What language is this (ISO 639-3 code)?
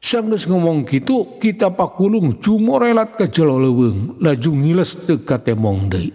sun